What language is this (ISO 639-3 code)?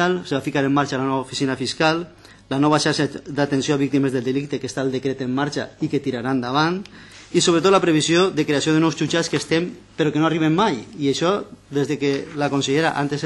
cat